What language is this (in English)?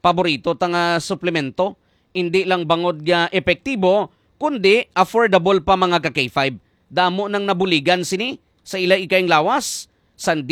Hiligaynon